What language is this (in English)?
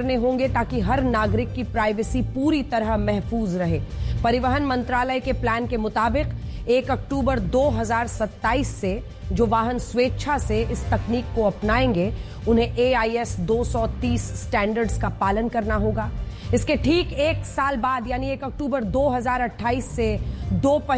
Hindi